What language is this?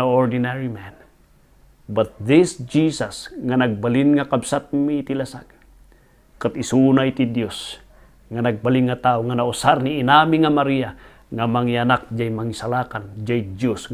Iloko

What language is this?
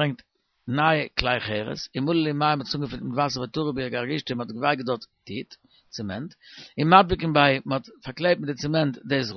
Yiddish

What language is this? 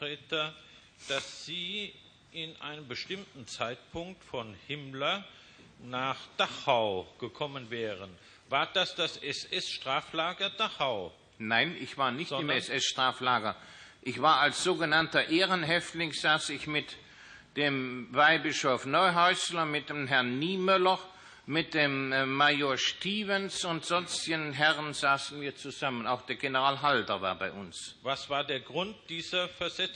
German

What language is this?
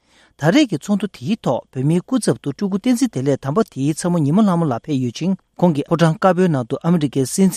Tibetan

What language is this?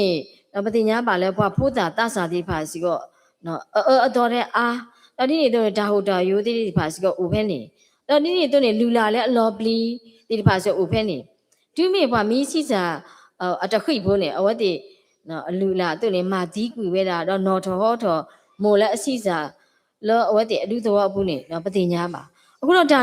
S'gaw Karen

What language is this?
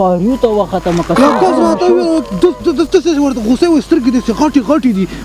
Pashto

